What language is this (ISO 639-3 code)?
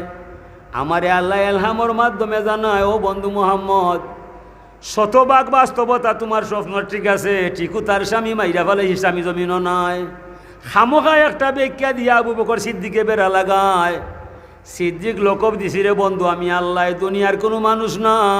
syl